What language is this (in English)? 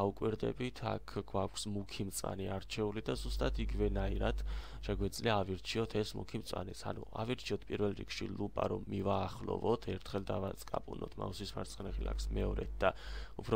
Georgian